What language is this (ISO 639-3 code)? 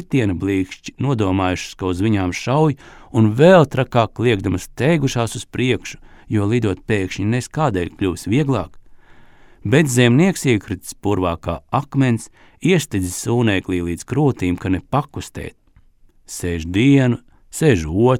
lav